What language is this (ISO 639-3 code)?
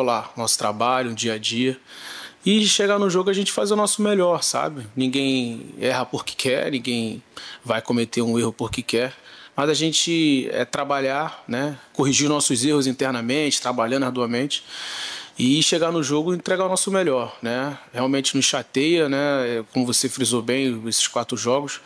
por